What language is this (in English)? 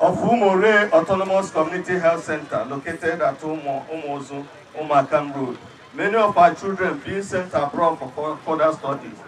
Igbo